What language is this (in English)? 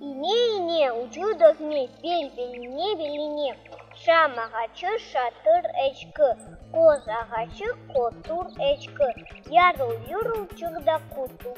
Crimean Tatar